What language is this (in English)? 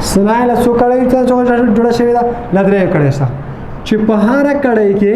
Pashto